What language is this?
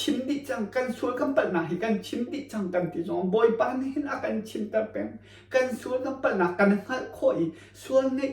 Hakha Chin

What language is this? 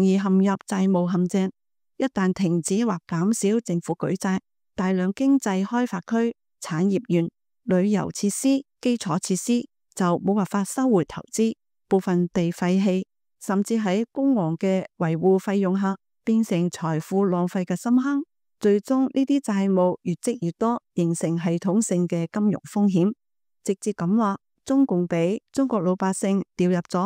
Cantonese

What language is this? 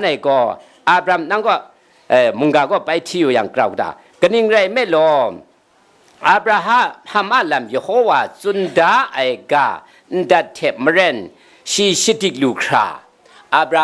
Kachin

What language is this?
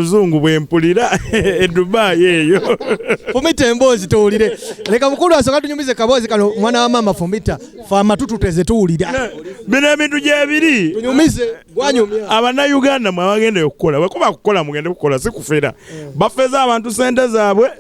Ganda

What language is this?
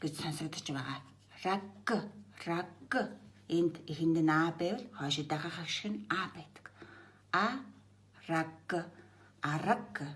Mongolian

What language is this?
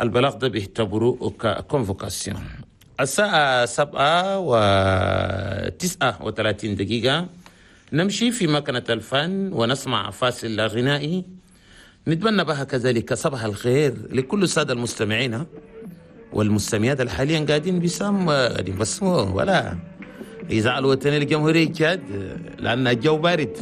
Chadian Arabic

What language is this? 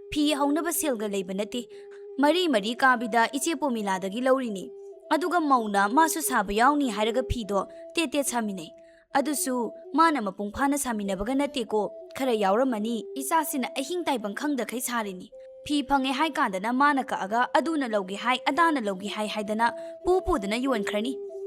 Manipuri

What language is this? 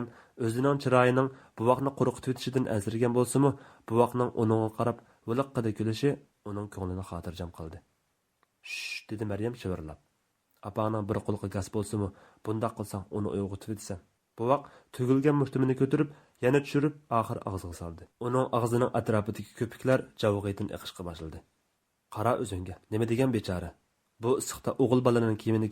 Uyghur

